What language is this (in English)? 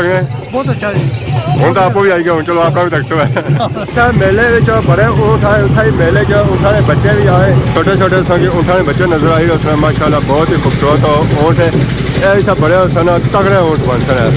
Pahari-Potwari